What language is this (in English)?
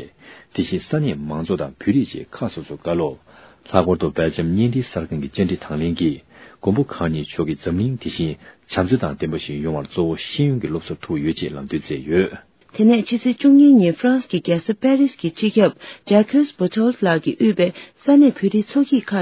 Tibetan